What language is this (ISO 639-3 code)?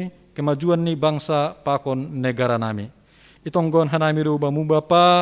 bts